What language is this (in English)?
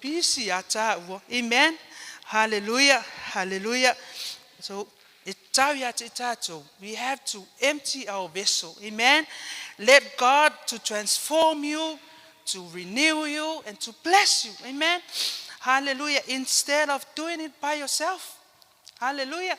Samoan